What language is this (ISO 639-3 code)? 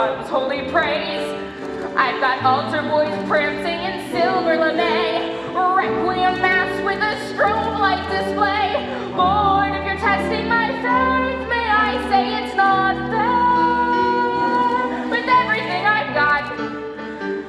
eng